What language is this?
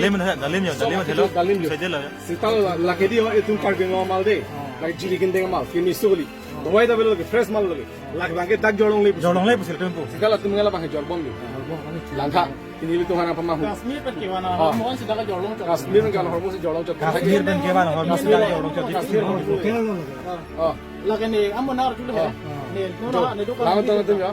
Karbi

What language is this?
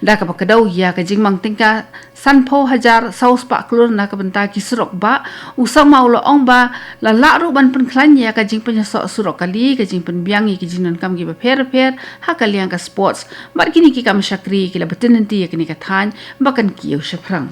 Khasi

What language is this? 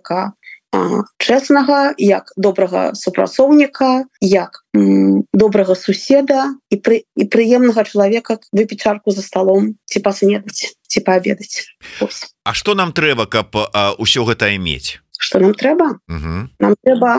Belarusian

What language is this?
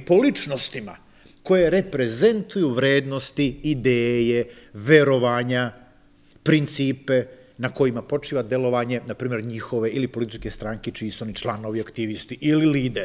Serbian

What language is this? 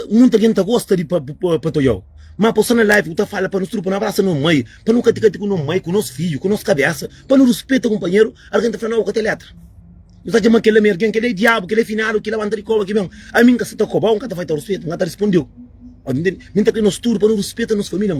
Kabuverdianu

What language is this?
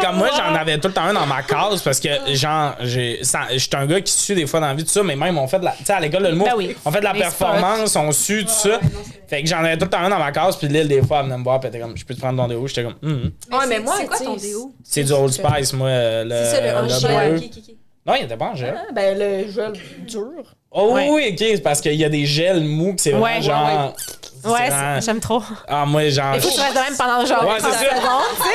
French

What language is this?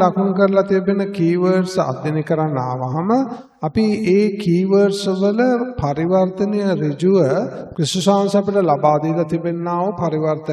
Sinhala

